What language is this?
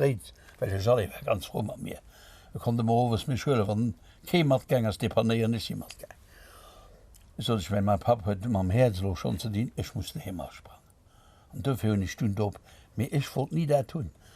Luxembourgish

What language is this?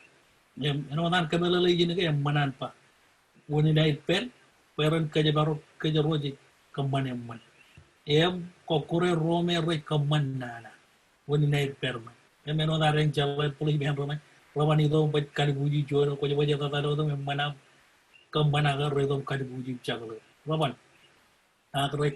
Marshallese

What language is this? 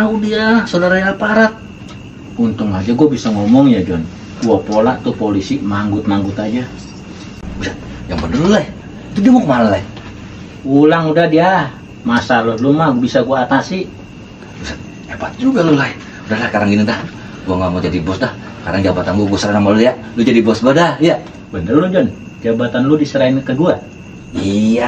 Betawi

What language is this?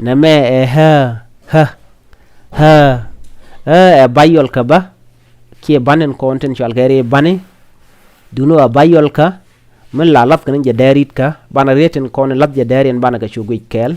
Nuer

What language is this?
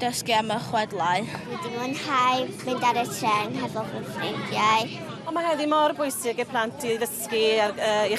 Welsh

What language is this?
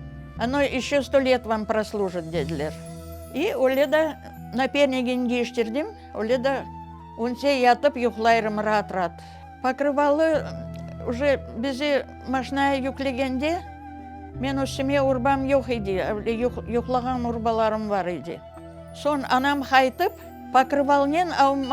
Crimean Tatar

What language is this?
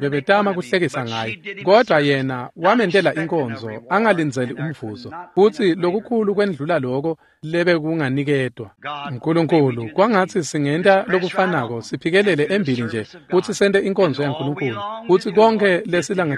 Swati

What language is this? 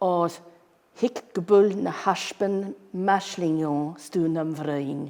Scottish Gaelic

